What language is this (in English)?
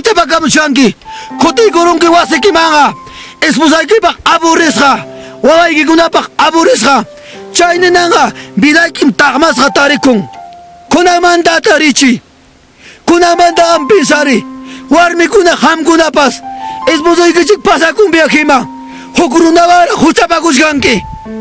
Ayacucho Quechua